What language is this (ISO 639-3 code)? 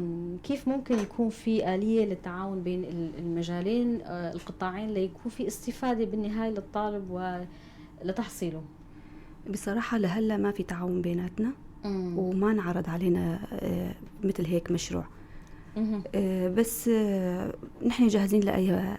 apc